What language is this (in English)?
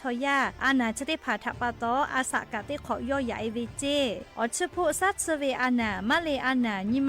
Lahu